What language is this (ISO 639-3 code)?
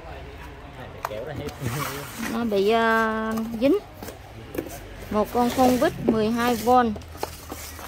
vie